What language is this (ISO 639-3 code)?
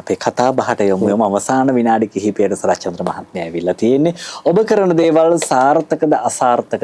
sin